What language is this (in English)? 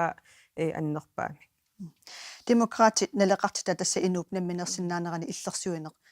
Kalaallisut